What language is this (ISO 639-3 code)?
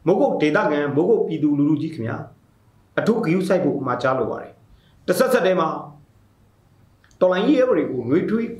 mya